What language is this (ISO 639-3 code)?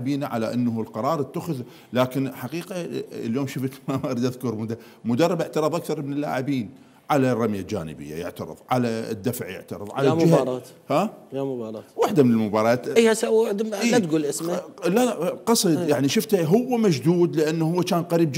acm